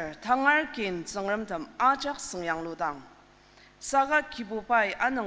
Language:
Ao Naga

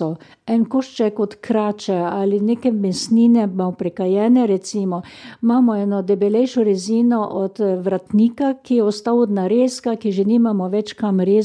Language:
Slovenian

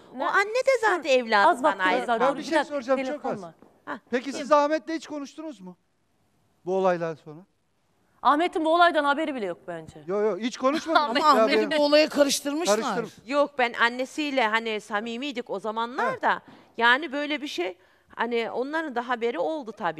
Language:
Turkish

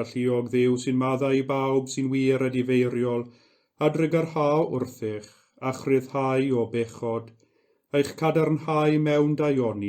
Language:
Welsh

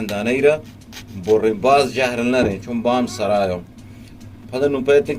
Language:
Eastern Balochi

